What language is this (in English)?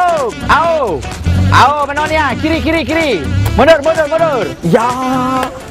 Musi